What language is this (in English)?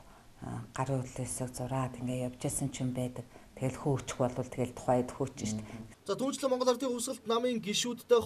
Mongolian